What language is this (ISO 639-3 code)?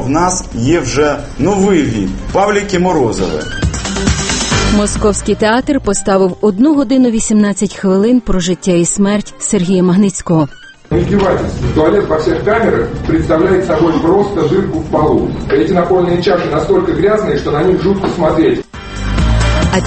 ukr